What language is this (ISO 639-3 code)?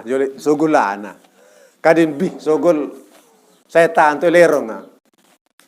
sas